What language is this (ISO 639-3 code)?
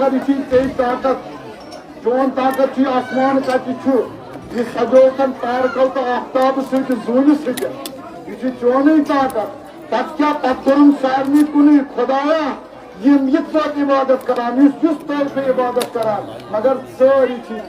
kas